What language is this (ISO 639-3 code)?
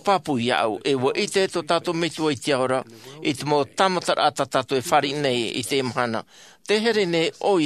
tah